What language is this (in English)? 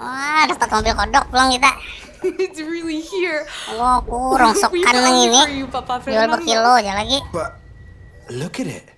Banjar